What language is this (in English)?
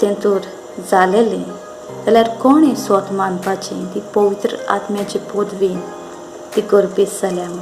Konkani